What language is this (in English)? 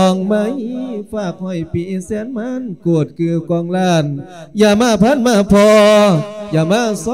Lao